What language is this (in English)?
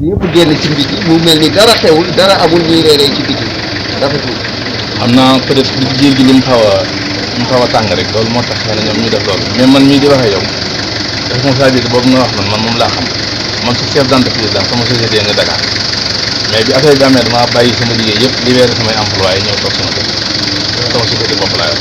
Wolof